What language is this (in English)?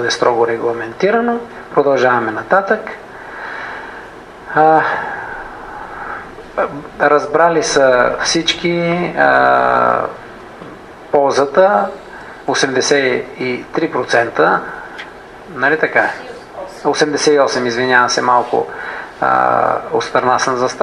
Bulgarian